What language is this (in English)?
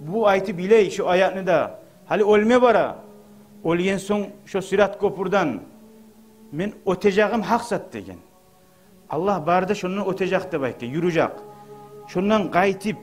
Kumyk